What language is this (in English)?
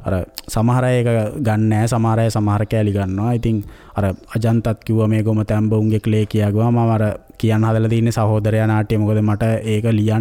Sinhala